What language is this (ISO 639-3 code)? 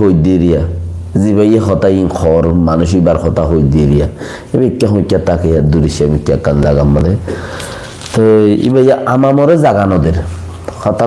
rhg